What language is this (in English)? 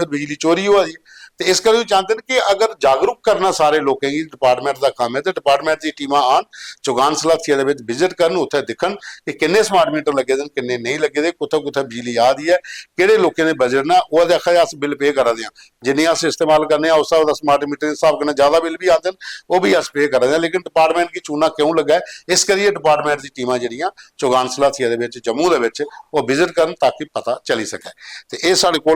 Dogri